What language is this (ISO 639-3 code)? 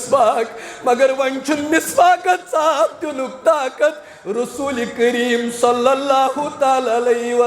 kas